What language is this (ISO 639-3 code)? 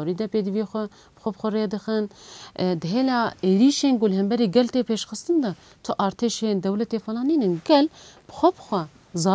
kur